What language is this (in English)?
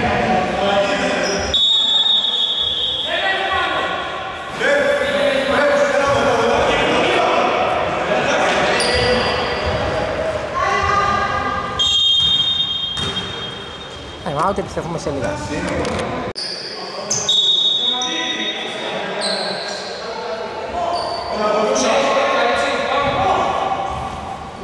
Greek